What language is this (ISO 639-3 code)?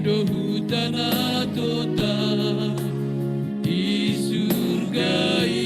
bts